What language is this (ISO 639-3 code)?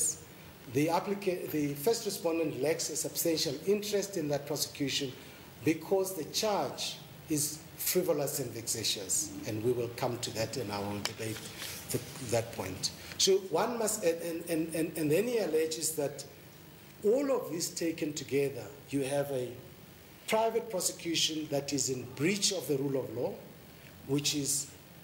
eng